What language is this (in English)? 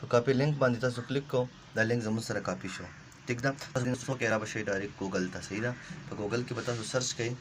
Pashto